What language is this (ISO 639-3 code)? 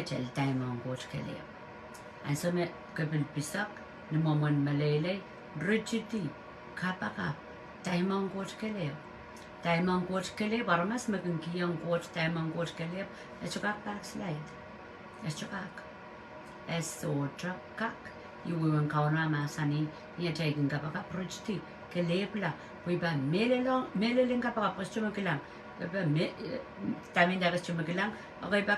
pon